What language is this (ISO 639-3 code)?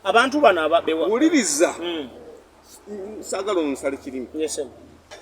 lug